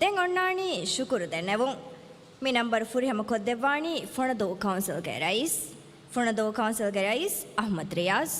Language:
Divehi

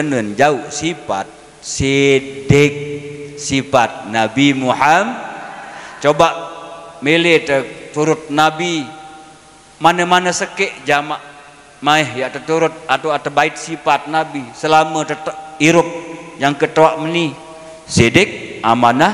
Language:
Sasak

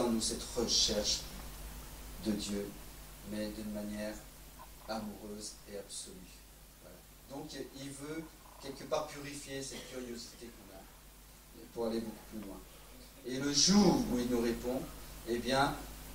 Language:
French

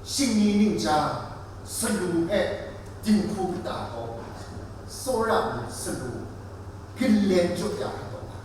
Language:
Kachin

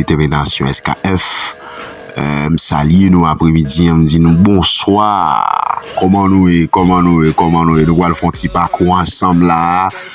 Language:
Haitian Creole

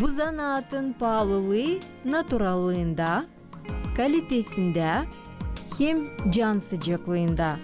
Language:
Gagauz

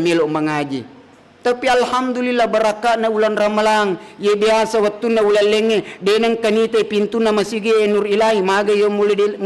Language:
Buginese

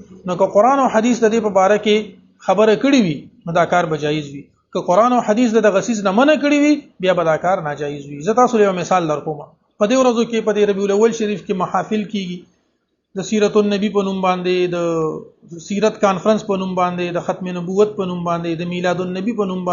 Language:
Pashto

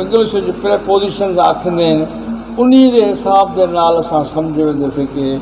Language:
Saraiki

